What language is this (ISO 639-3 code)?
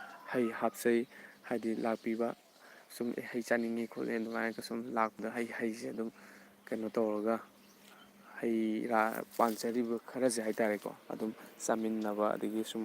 mni